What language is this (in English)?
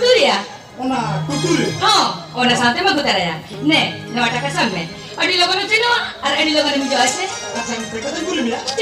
Santali